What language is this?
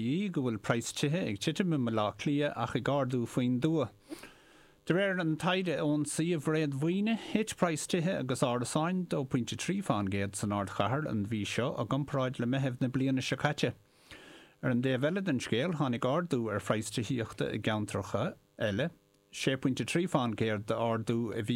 Irish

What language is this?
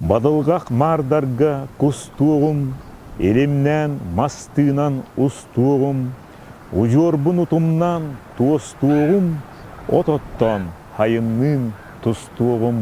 Yakut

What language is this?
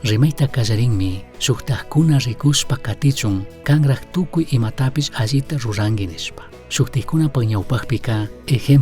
Chimborazo Highland Quichua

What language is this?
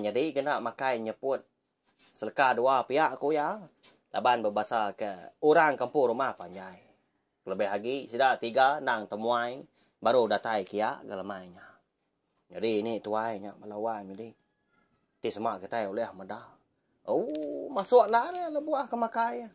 Iban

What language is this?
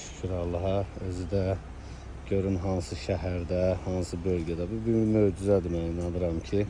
Azerbaijani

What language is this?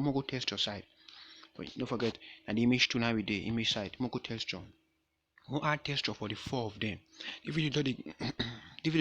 Nigerian Pidgin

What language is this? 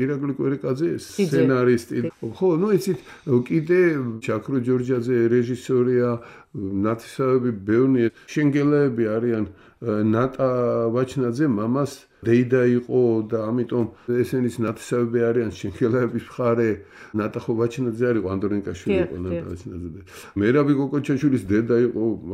Georgian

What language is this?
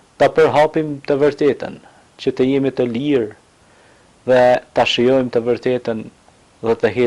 Albanian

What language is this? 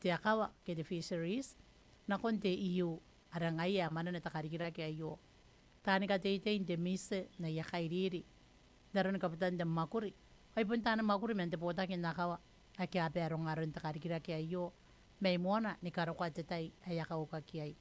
Gilbertese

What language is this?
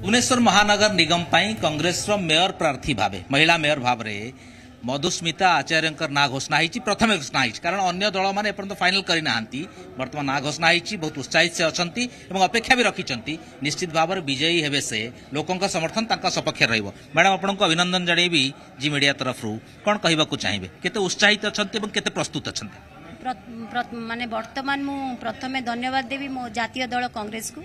Odia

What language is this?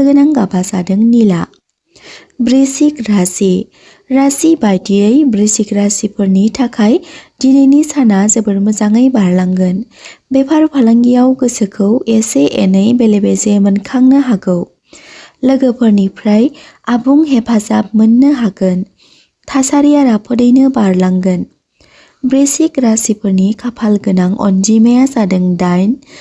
Bodo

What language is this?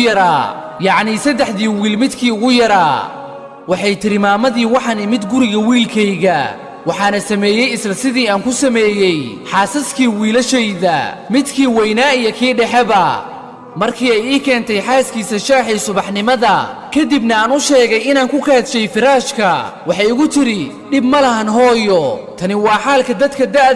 Somali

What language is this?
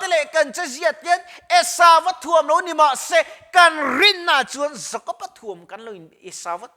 Mizo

